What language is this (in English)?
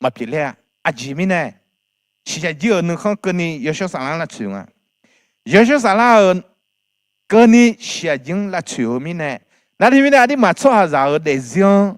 Akha